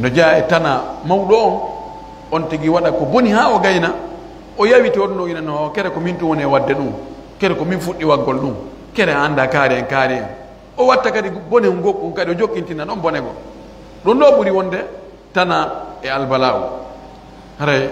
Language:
Pular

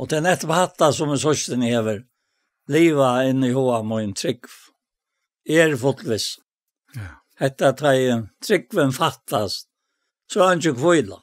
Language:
Faroese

